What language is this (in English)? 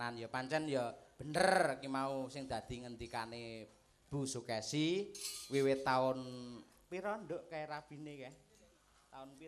Javanese